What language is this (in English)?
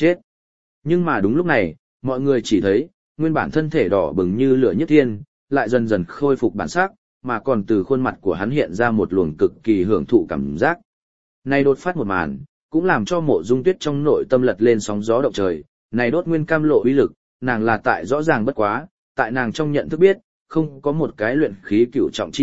Vietnamese